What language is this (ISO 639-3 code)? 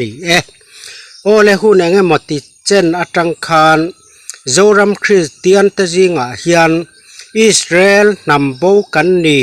lus